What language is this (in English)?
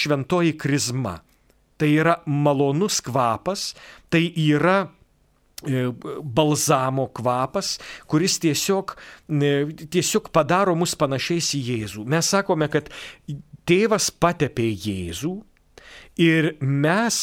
Lithuanian